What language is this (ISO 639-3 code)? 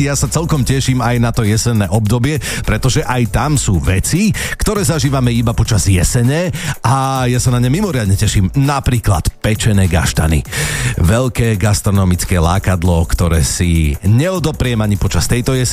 slk